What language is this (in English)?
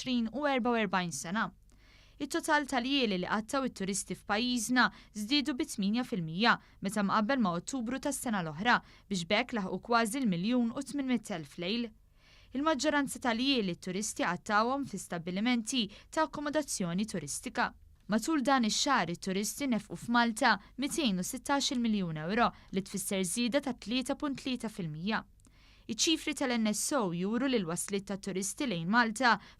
Maltese